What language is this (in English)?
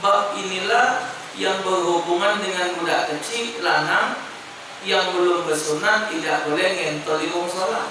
Musi